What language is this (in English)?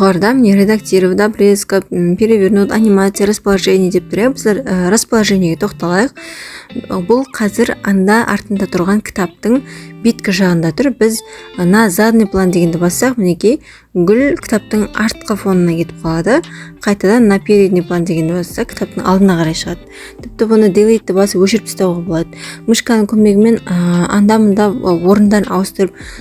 Kazakh